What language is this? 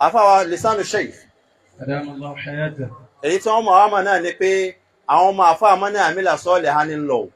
Yoruba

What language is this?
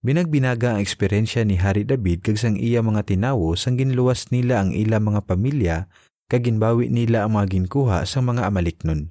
Hiligaynon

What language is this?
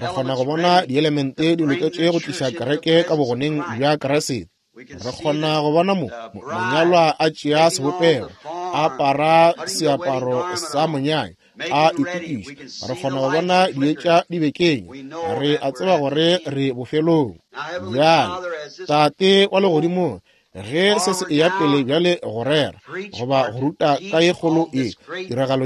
Northern Sotho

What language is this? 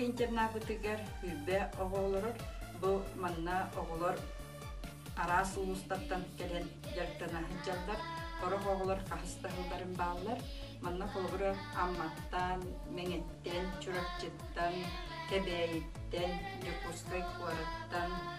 Yakut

